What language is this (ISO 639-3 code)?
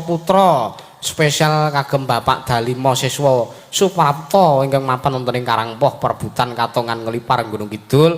jav